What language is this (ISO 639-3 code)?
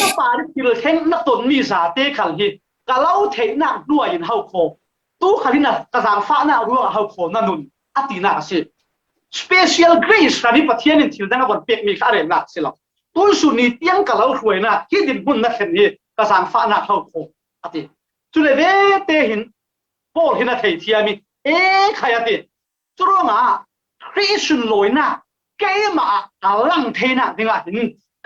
cfm